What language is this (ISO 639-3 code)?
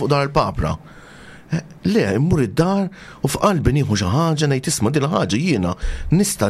mlt